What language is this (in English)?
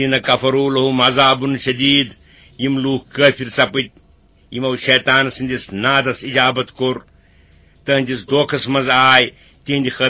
Kashmiri